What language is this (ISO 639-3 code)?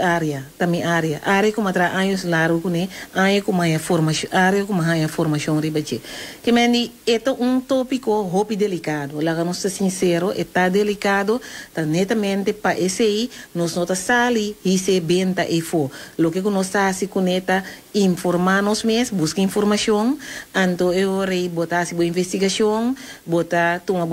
pap